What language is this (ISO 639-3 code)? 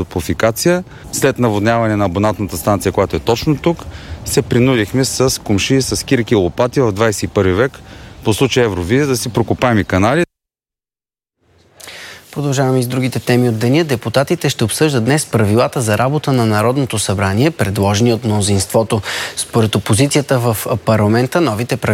bul